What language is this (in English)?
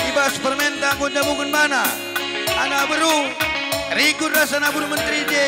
Batak Karo